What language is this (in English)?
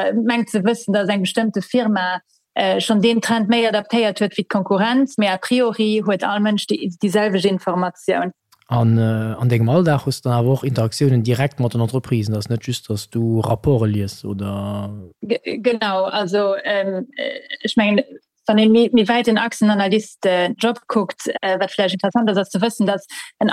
Luxembourgish